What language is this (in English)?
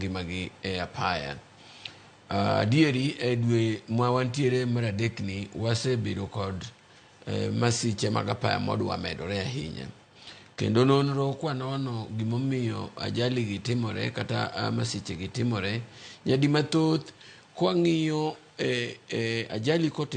Luo (Kenya and Tanzania)